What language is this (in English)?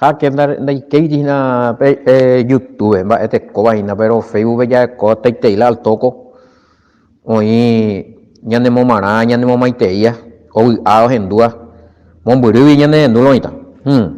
Guarani